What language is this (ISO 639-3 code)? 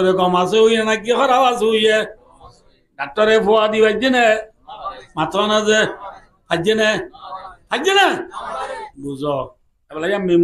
rhg